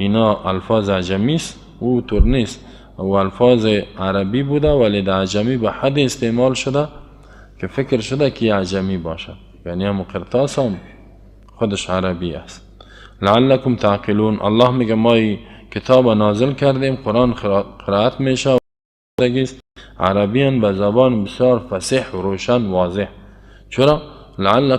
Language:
Persian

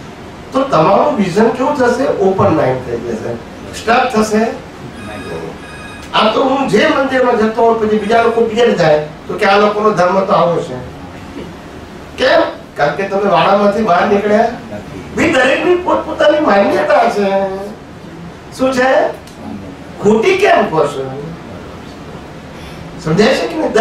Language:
Gujarati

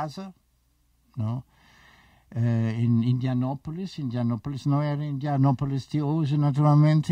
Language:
Portuguese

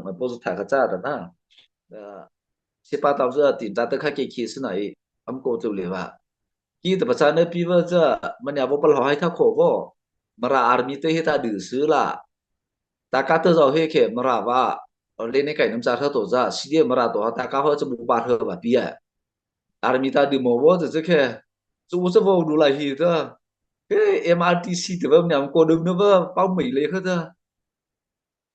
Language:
Mara Chin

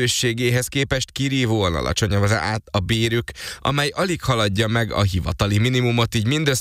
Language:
Hungarian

